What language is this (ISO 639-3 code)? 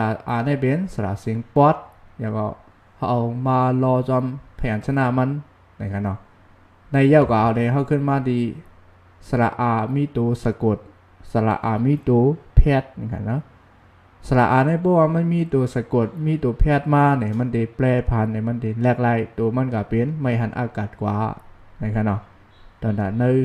shn